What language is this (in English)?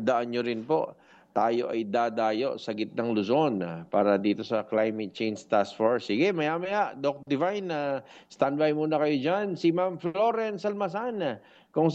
Filipino